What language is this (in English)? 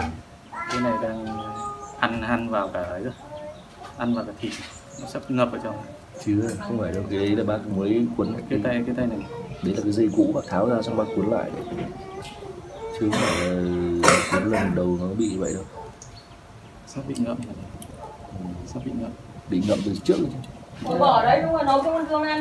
Vietnamese